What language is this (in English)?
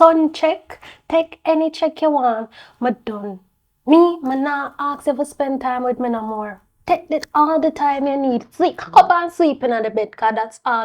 Jamaican Creole English